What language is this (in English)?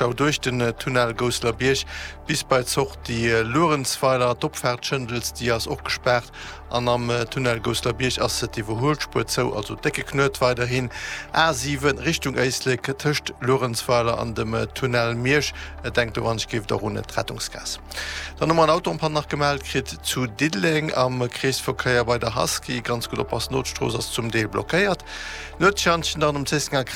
Luxembourgish